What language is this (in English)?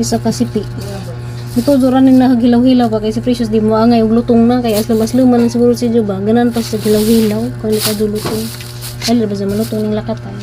Cebuano